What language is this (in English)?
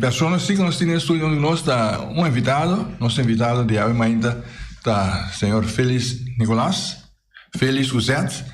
Papiamento